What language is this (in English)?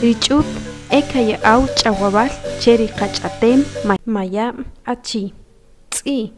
Achi